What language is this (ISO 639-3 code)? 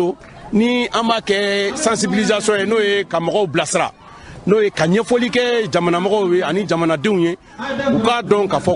bam